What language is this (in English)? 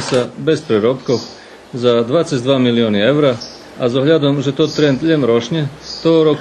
Rusyn